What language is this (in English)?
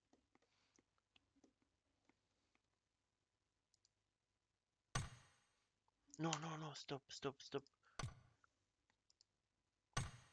Romanian